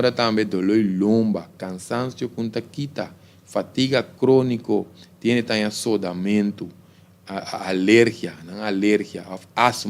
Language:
Papiamento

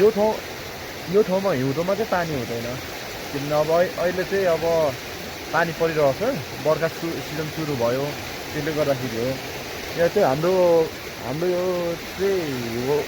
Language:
Nepali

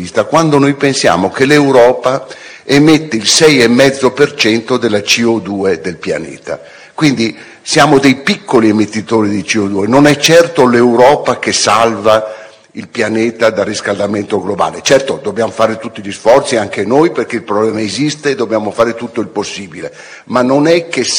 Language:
Italian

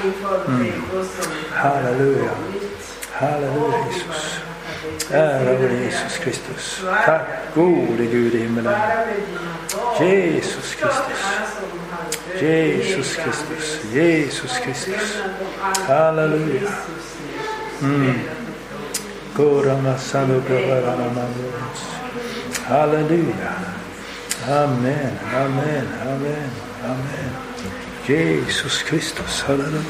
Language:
Swedish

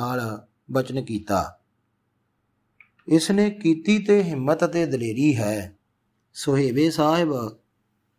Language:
Punjabi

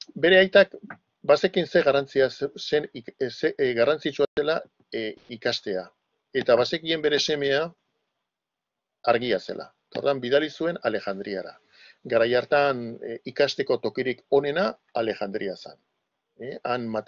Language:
Basque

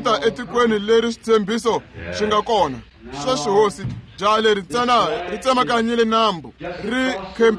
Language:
Tsonga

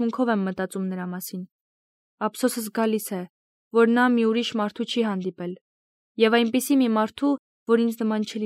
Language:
Armenian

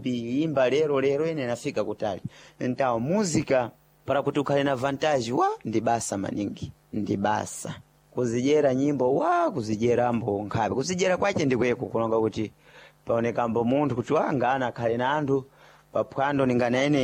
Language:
Sena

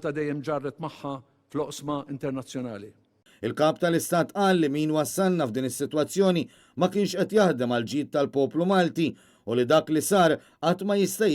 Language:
Maltese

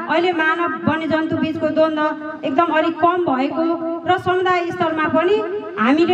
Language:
Nepali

